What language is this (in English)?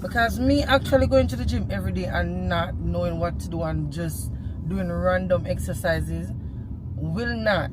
Jamaican Creole English